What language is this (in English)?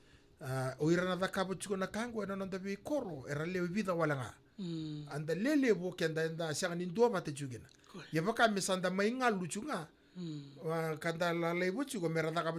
Fijian